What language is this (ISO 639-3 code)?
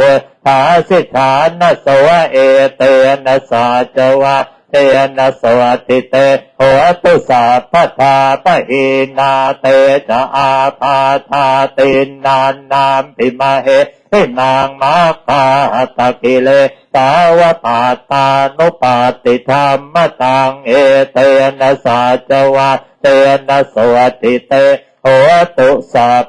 pli